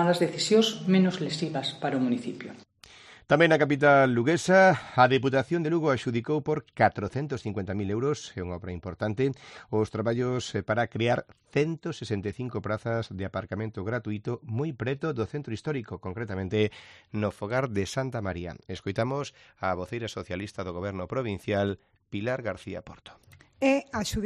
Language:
Galician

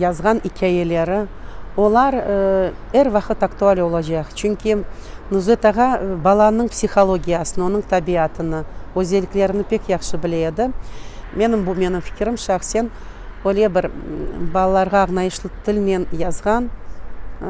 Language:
Crimean Tatar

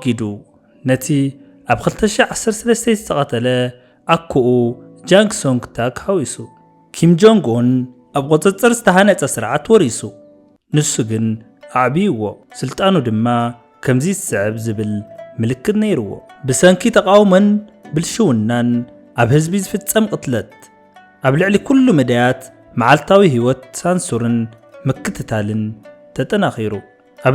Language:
Tigrinya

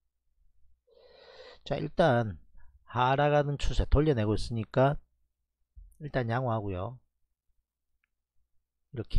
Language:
Korean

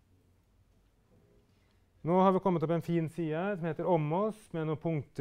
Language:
Norwegian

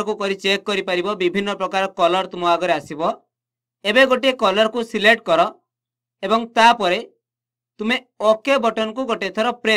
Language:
Odia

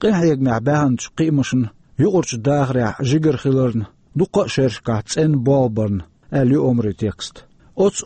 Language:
Chechen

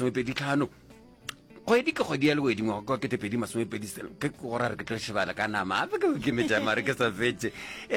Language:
Northern Sotho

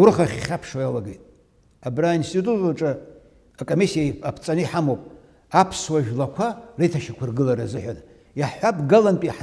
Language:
Abkhazian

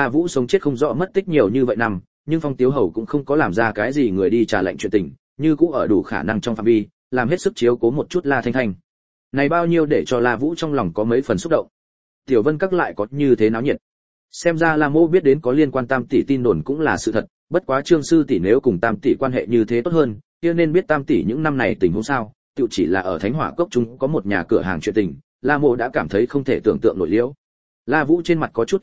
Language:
Vietnamese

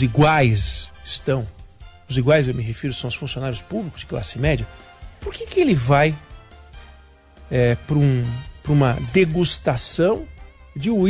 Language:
Portuguese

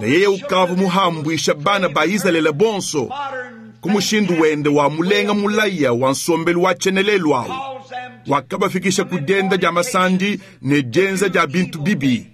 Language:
Luba-Lulua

